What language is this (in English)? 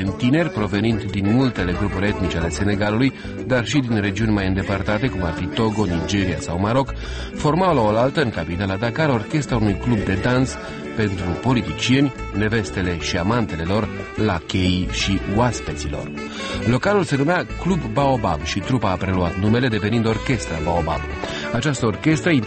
Romanian